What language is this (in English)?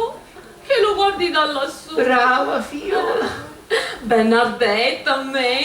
Sicilian